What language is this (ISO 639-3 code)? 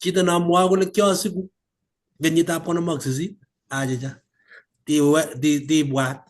kln